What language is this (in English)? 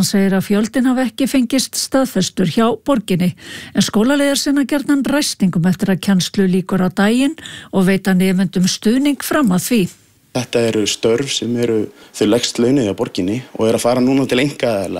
Icelandic